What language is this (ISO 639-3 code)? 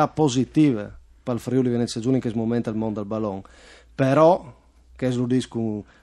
fur